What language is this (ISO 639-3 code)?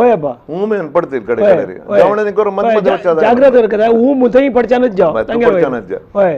kok